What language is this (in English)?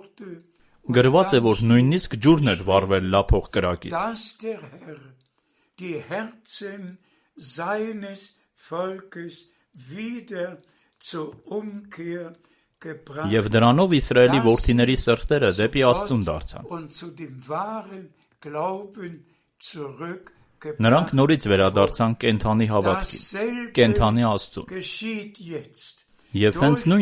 Armenian